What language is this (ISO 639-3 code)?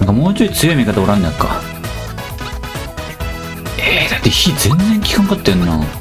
jpn